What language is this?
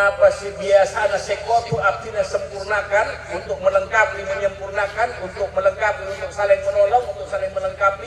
Madurese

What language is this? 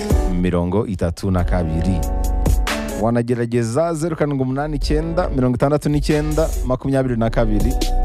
Kinyarwanda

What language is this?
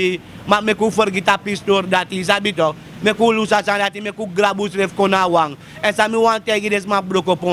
Sranan Tongo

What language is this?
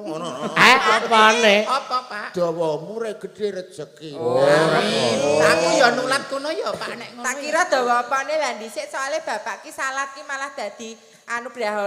Javanese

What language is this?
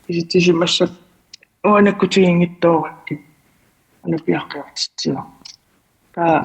Kalaallisut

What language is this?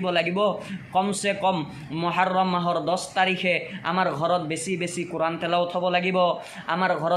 Assamese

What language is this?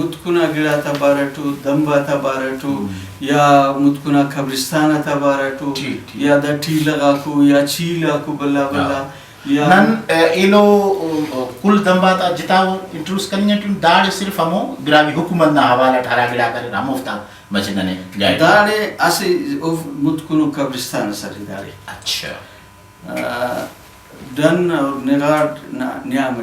Brahui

